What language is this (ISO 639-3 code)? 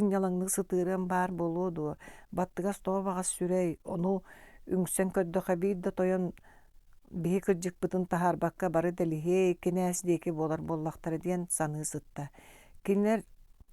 sah